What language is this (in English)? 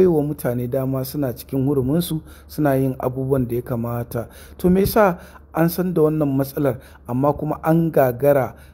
Hausa